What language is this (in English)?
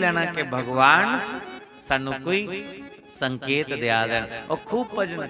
Dogri